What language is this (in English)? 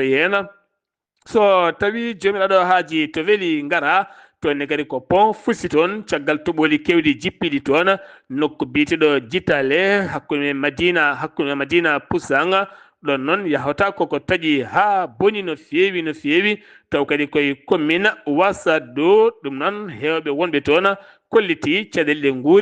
Fula